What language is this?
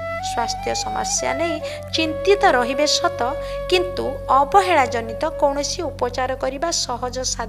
Odia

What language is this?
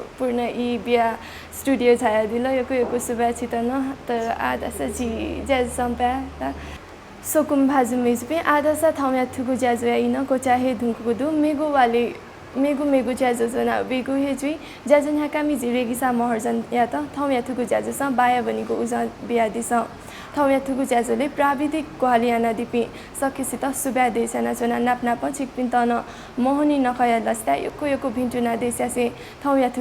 Newari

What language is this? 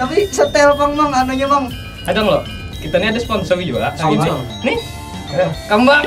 Banjar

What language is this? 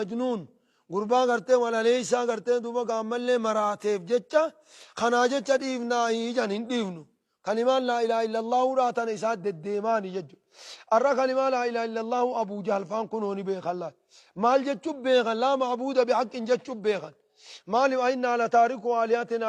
Oromo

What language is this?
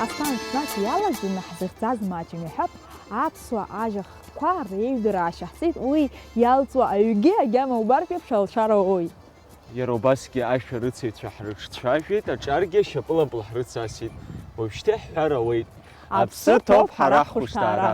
Abkhazian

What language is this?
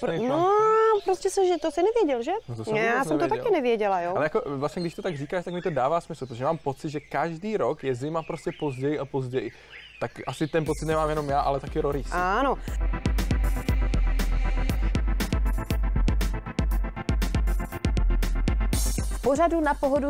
Czech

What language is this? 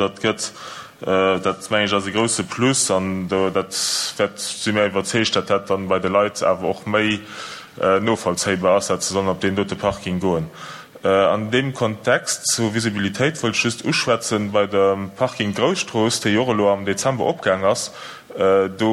Luxembourgish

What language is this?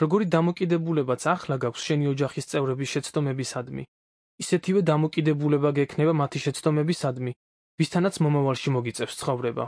Georgian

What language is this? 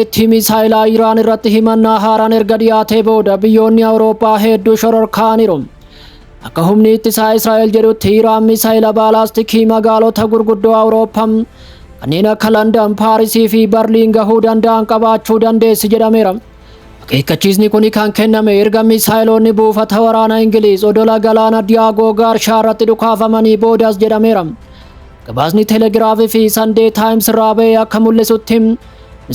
Oromo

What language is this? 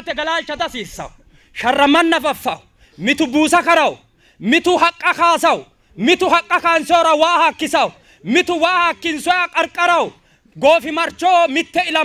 Sidamo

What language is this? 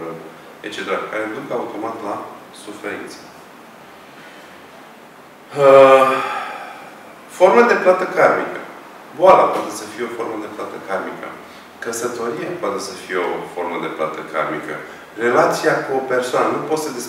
Romanian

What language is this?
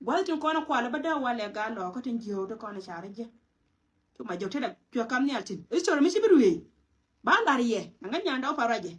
Nuer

